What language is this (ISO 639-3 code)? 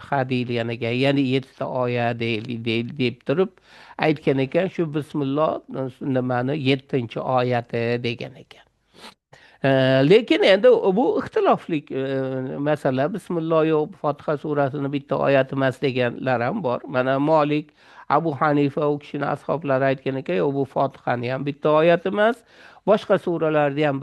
uzb